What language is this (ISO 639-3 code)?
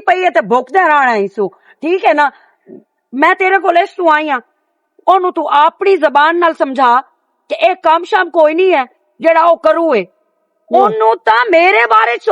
lah